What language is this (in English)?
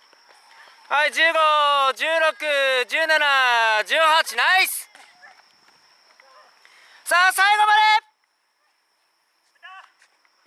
Japanese